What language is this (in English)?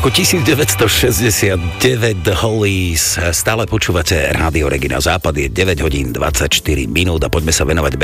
Slovak